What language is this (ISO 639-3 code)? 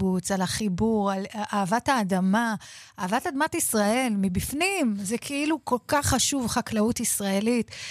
heb